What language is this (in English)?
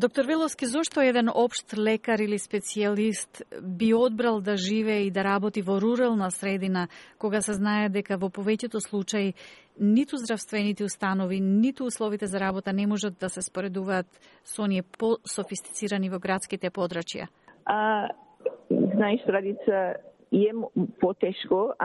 Macedonian